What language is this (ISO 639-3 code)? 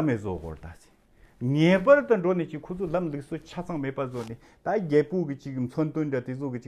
bod